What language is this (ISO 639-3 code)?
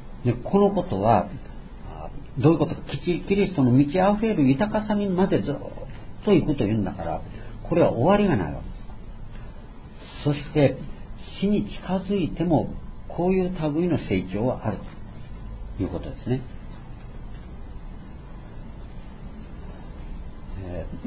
jpn